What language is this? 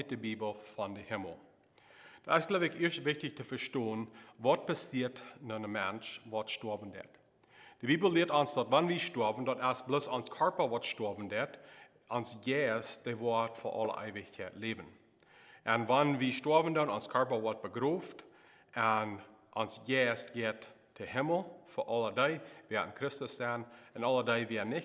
Plautdietsch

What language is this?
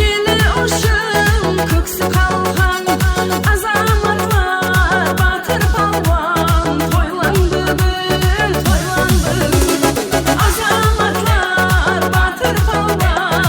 Kara-Kalpak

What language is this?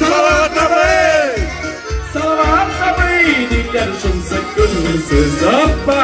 Tatar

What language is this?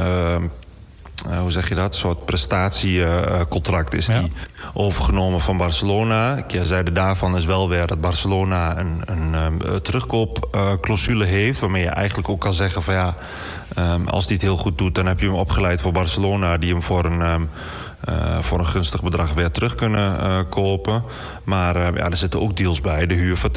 Dutch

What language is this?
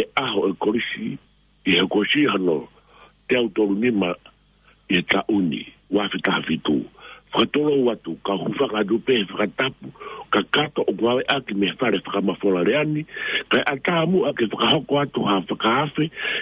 Tongan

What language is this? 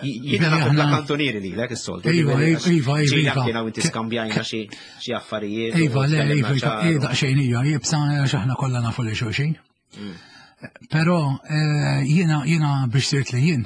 Maltese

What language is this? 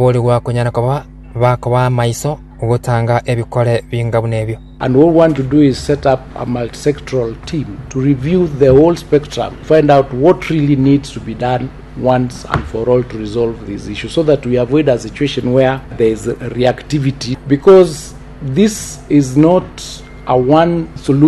Gusii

